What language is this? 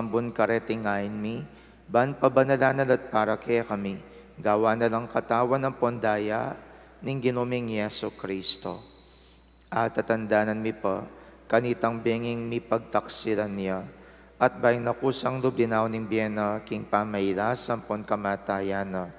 Pampanga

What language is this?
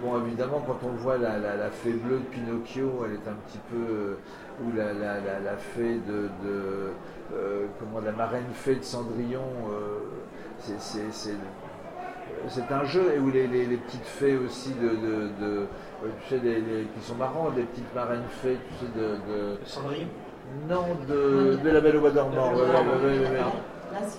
French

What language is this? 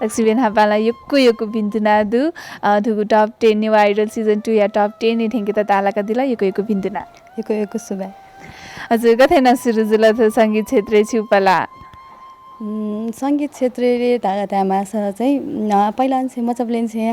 Newari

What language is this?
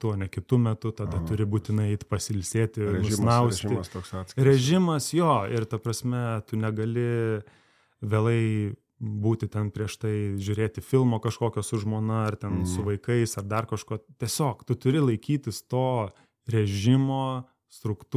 Lithuanian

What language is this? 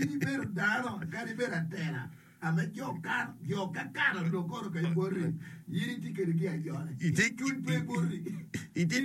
Acoli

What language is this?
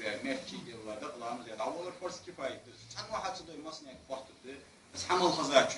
Ingush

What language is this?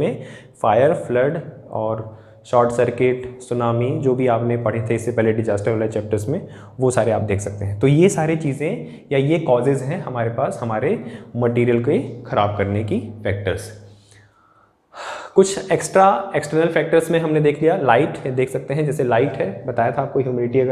Hindi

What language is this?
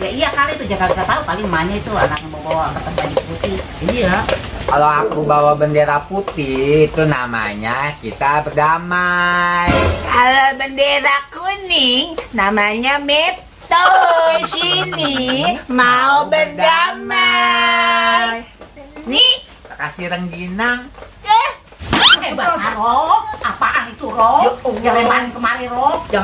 Betawi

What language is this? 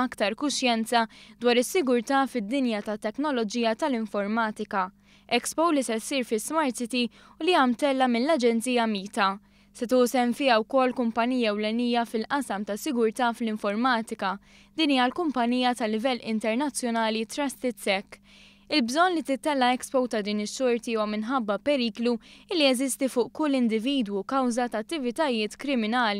Maltese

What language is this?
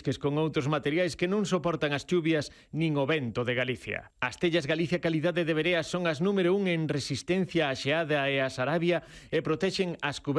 Galician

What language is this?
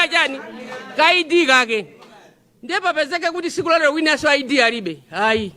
Nyanja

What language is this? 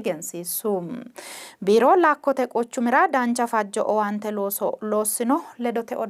Sidamo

